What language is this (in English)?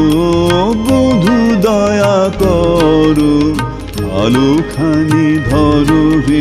Bangla